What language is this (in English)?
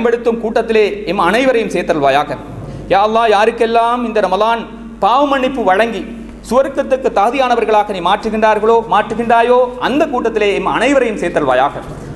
Tamil